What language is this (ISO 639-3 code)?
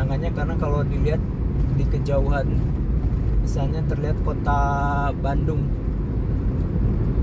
ind